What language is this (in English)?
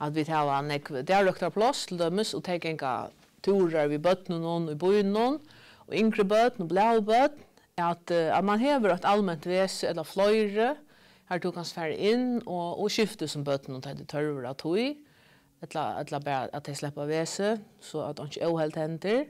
Faroese